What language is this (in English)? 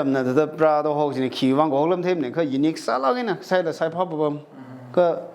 Tangkhul Naga (India)